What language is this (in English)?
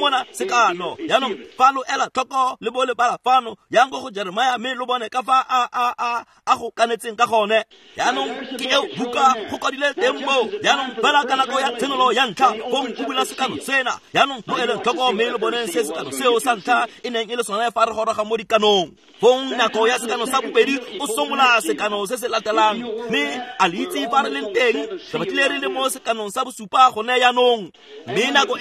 Tswana